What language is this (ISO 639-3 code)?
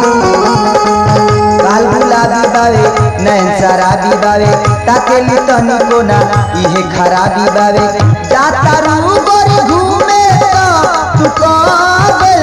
bho